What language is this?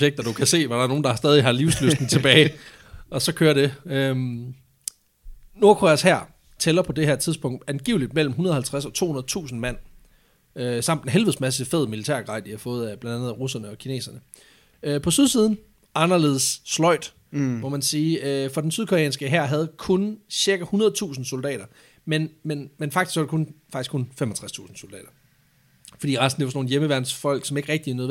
Danish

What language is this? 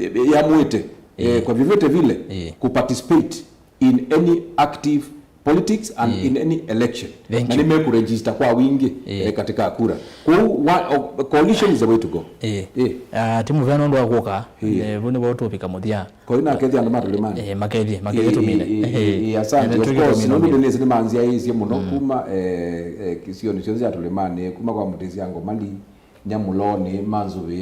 Kamba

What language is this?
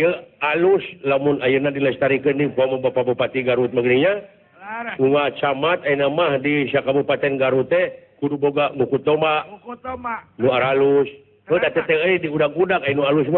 Sundanese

